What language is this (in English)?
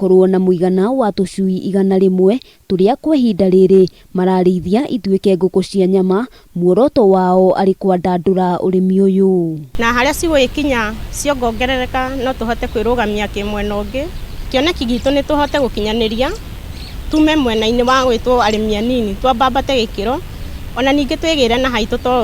Kikuyu